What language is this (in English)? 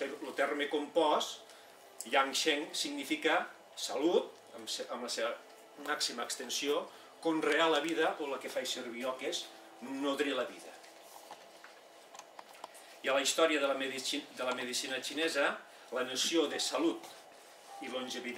Catalan